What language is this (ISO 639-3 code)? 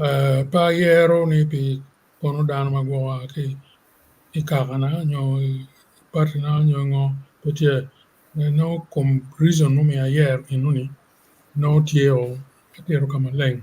ach